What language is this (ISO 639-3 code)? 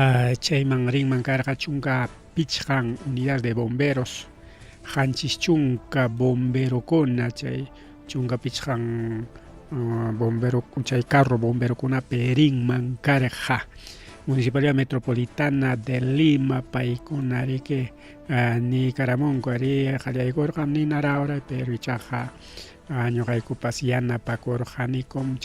quy